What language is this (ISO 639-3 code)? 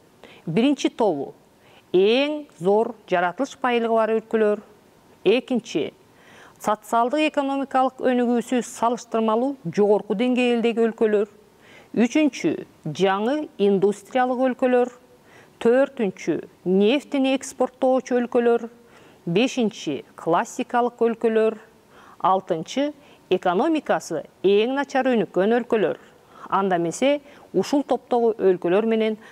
kir